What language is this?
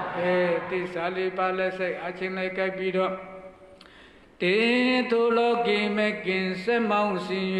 Burmese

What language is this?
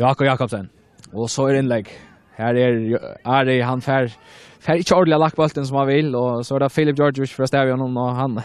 Faroese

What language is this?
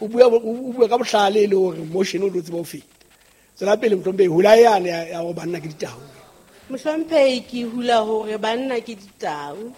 Southern Sotho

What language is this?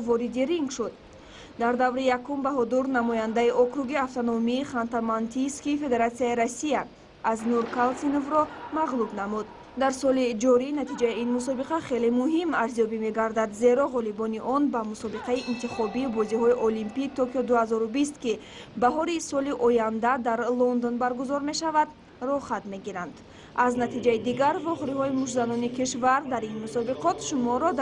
Tajik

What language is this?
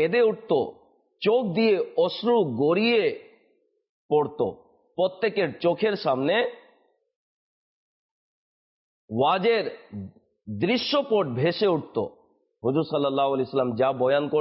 Bangla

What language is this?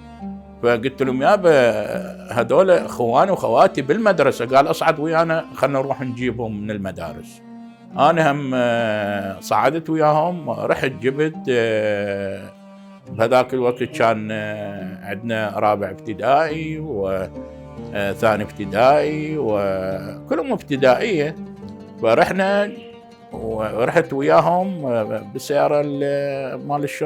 Mesopotamian Arabic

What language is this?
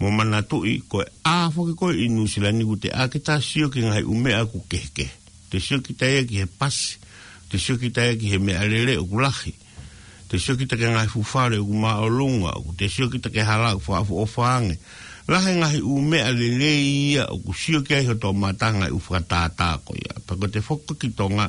Tongan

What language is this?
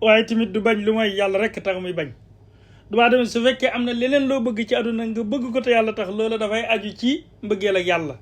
Wolof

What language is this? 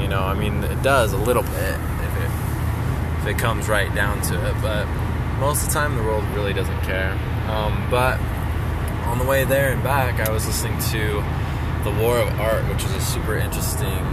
English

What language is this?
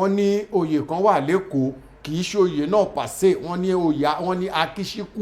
Yoruba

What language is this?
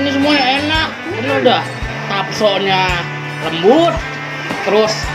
Betawi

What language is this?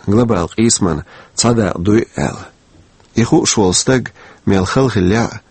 Chechen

